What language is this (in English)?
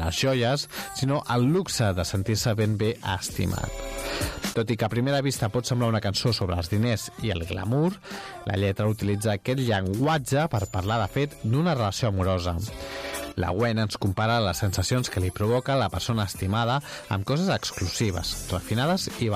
Catalan